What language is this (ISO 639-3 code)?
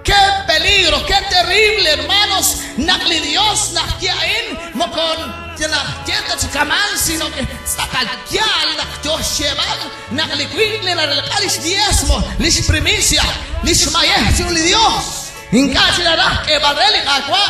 kek